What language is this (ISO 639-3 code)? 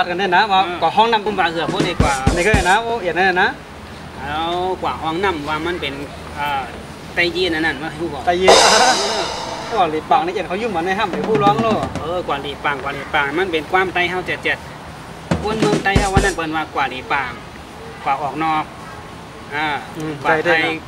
shn